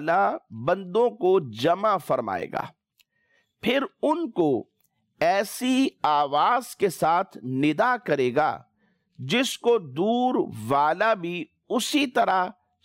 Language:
Urdu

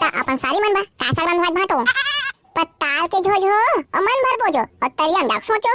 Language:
Chhattisgarhi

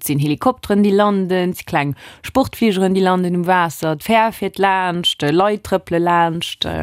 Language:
Luxembourgish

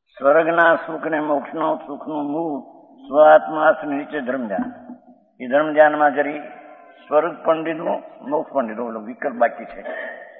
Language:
Gujarati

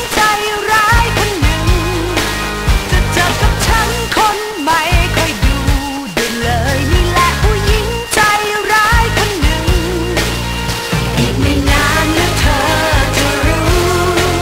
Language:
Thai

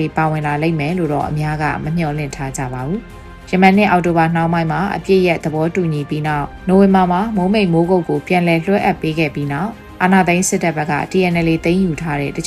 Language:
Burmese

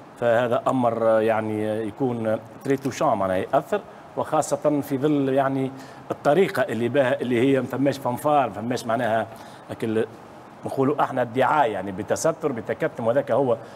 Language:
Tunisian Arabic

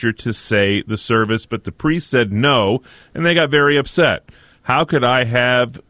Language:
English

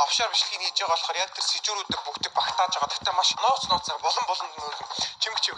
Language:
Mongolian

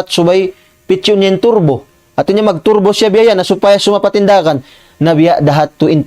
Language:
Tausug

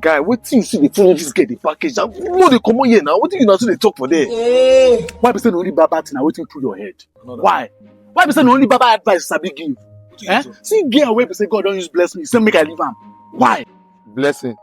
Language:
Nigerian Pidgin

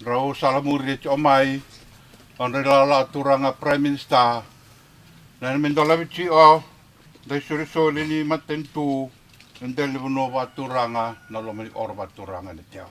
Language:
Fijian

